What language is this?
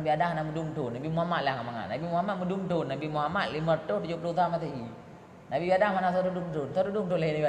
Achinese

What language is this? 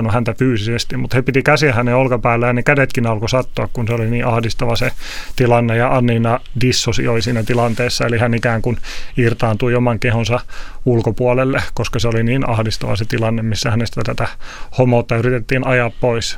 Finnish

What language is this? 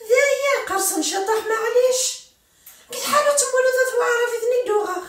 Kabyle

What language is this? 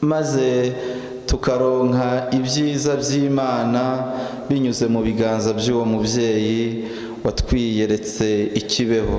Kinyarwanda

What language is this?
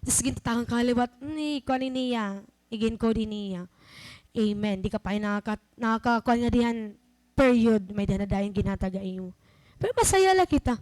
Waray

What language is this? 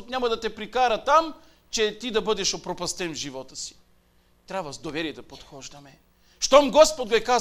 Bulgarian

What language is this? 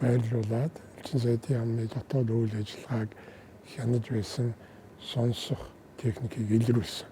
Mongolian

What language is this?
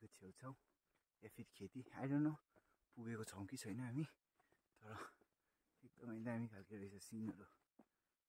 Nepali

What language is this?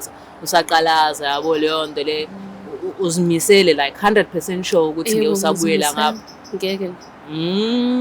Zulu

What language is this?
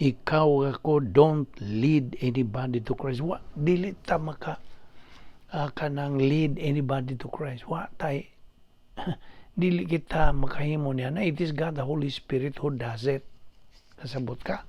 Cebuano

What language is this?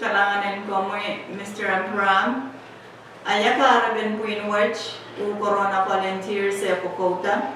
Pohnpeian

